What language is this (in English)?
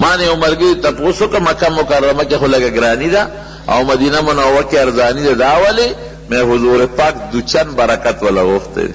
Pashto